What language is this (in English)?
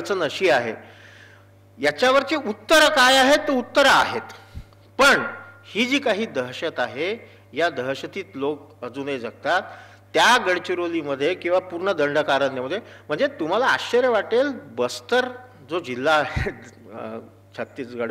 Marathi